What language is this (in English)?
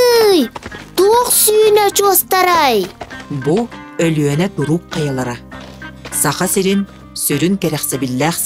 Yakut